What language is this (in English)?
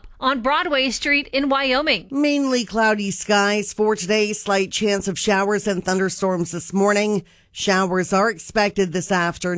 English